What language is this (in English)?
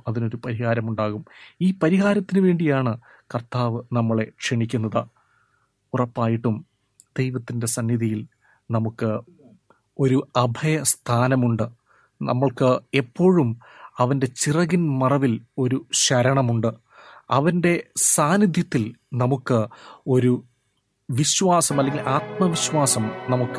Malayalam